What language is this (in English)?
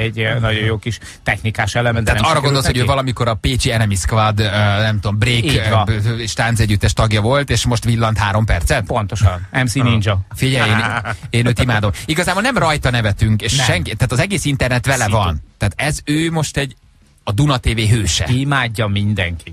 Hungarian